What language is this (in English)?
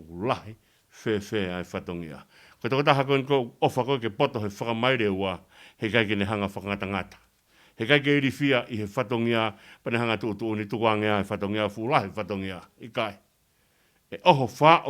Tongan